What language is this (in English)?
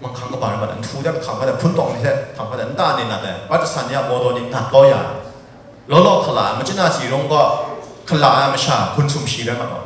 Kachin